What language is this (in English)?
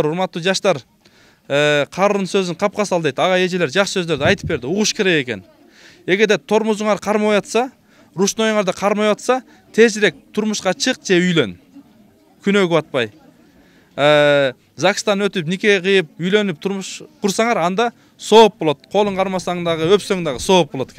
Kyrgyz